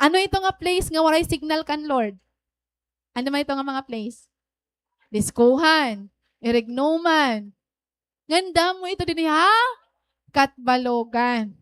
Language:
Waray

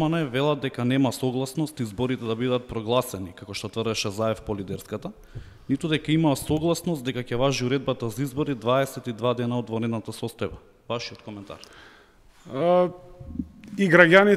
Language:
Macedonian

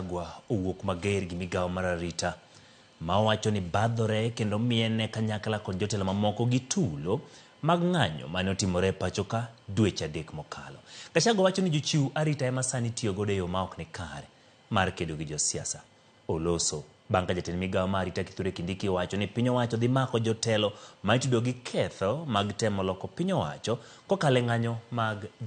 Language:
Luo (Kenya and Tanzania)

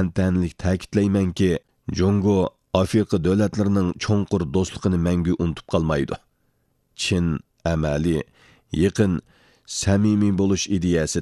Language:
Uyghur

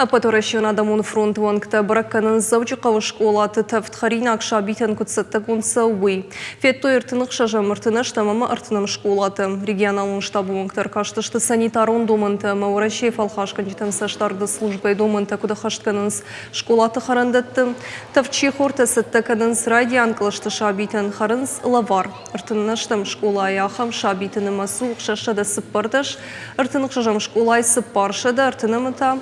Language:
Ossetic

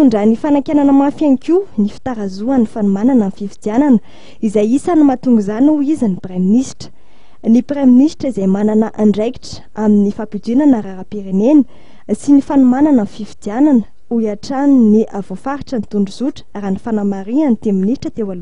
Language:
Malagasy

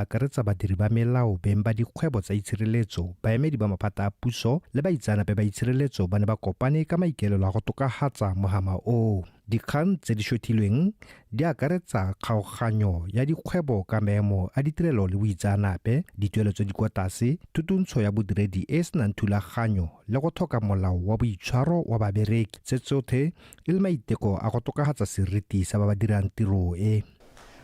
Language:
Tswana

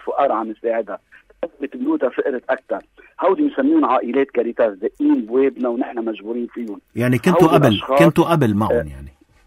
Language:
North Levantine Arabic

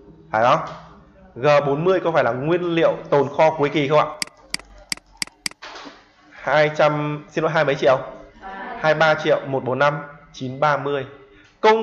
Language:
Vietnamese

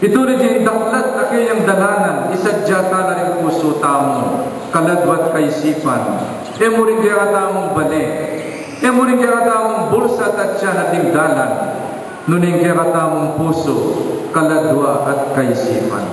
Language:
Pampanga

